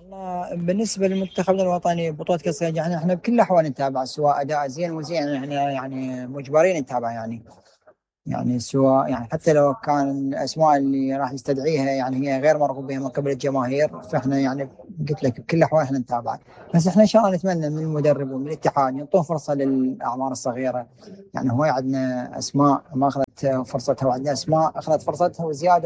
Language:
Mesopotamian Arabic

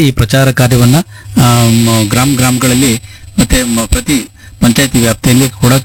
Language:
Kannada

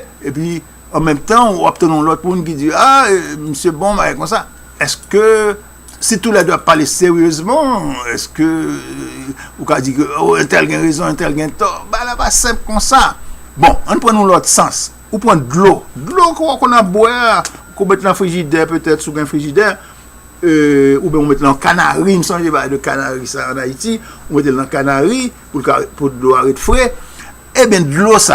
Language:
Haitian Creole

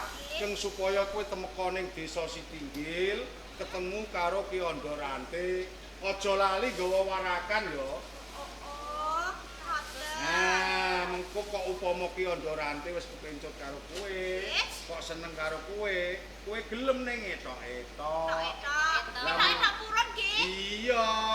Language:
Javanese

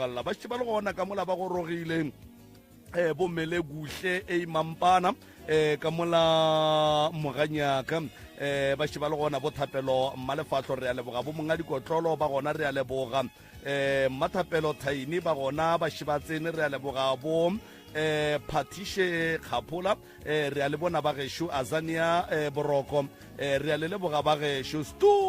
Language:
Northern Sotho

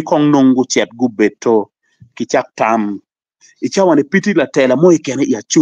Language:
Acoli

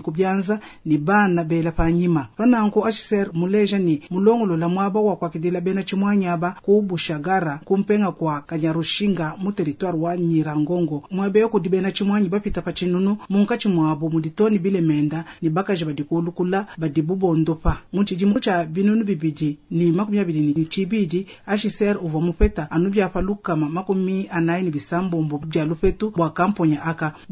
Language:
Luba-Lulua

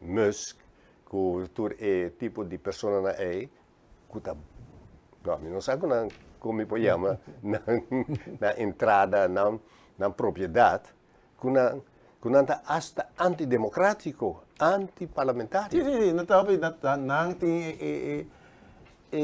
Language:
Papiamento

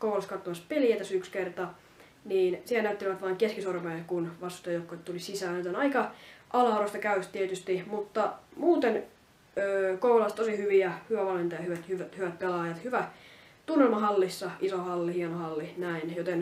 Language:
Finnish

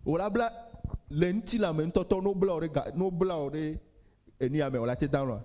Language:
Ewe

